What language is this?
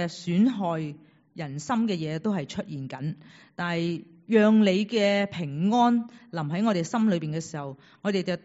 Cantonese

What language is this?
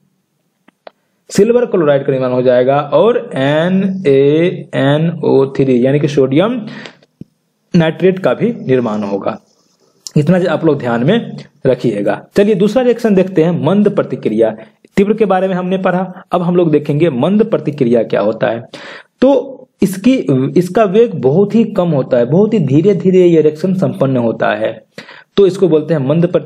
Hindi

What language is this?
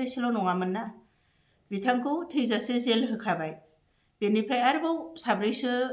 Bodo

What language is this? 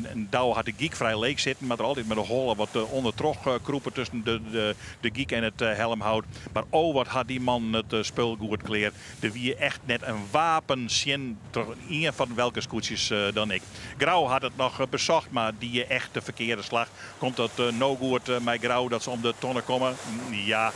Western Frisian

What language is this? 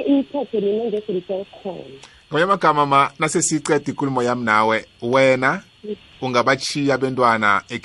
South Ndebele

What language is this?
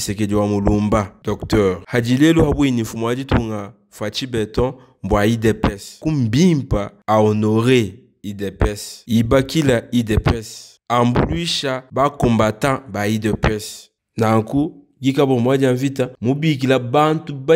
Luba-Lulua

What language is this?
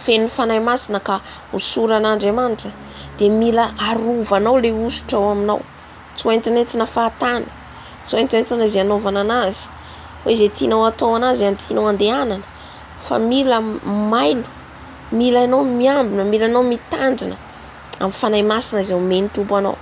Malagasy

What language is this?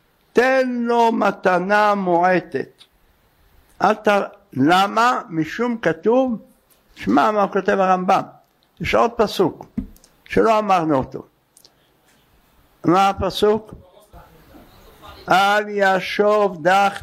Hebrew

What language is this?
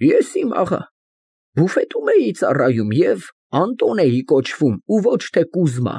Armenian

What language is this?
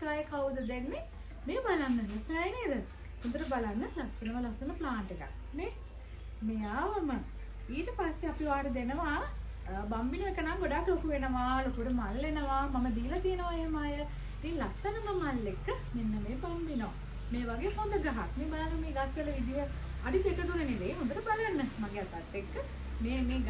Sinhala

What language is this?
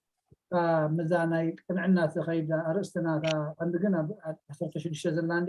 Tigrinya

